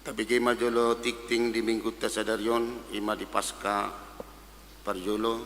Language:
Batak Toba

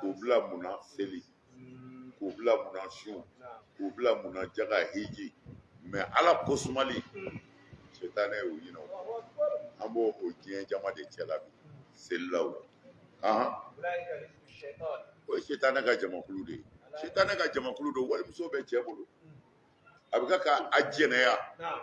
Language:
Bambara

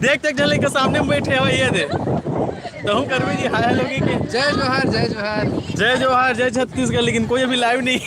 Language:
Chhattisgarhi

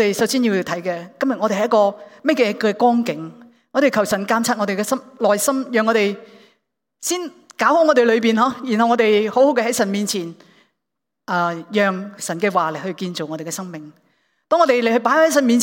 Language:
Cantonese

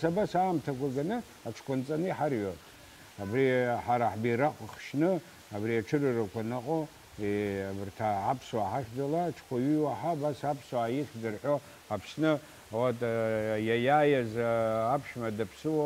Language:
Abkhazian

